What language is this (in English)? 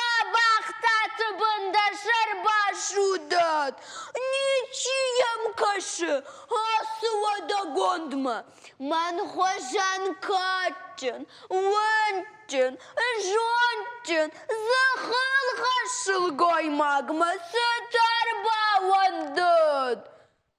Ossetic